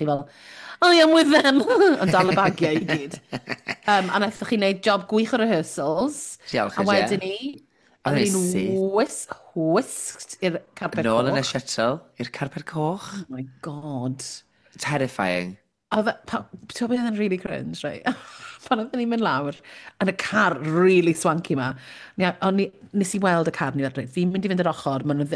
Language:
Welsh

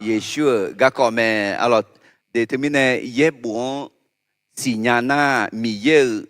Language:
Akha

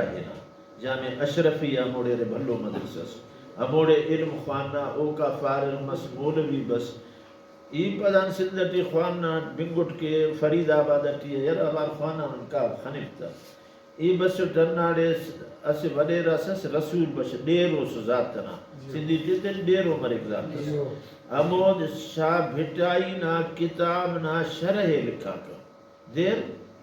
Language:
Brahui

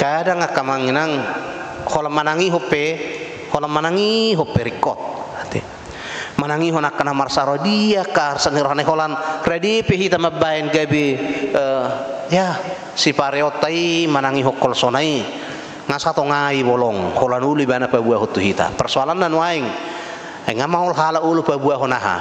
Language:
Batak Toba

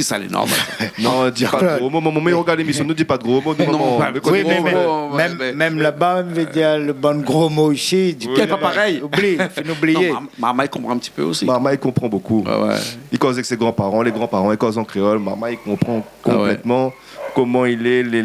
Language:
Réunion Creole French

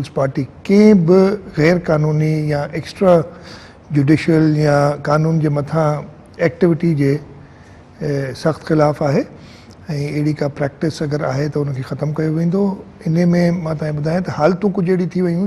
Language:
Sindhi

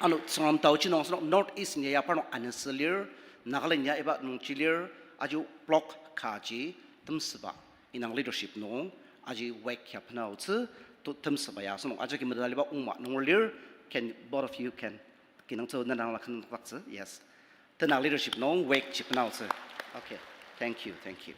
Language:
Ao Naga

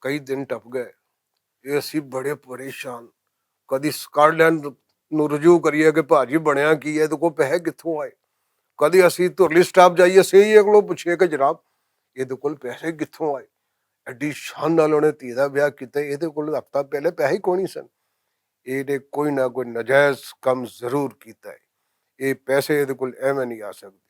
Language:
Western Panjabi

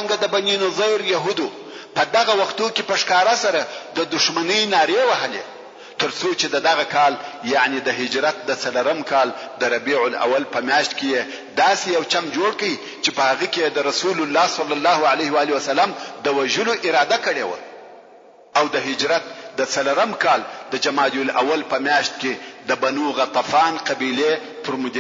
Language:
Pashto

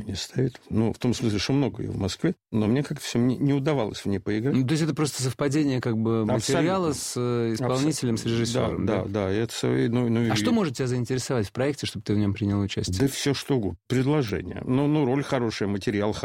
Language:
Russian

